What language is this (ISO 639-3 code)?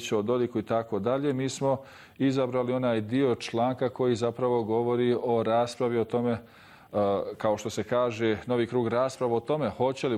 bos